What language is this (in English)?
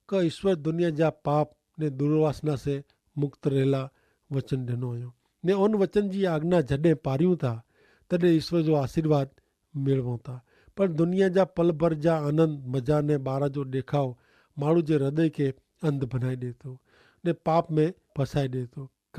Kachhi